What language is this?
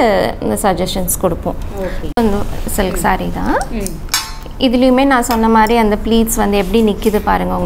Tamil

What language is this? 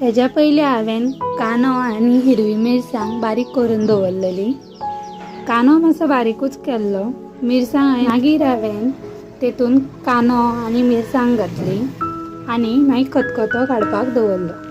Konkani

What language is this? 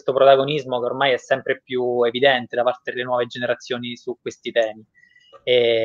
Italian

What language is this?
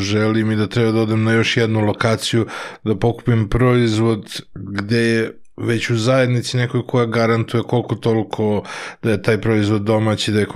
Serbian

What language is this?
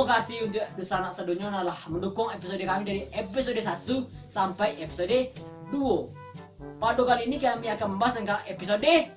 Minangkabau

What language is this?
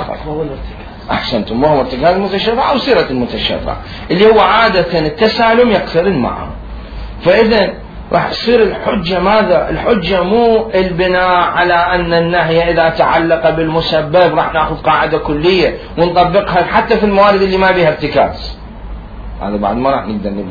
Mesopotamian Arabic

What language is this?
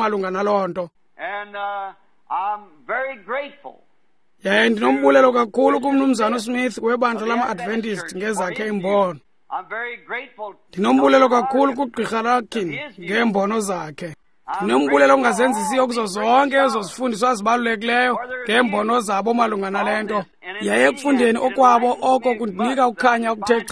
Xhosa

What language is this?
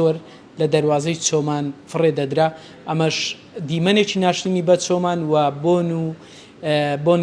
Central Kurdish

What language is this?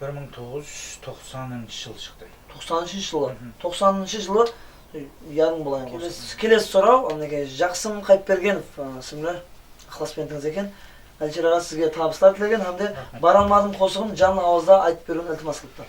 Kara-Kalpak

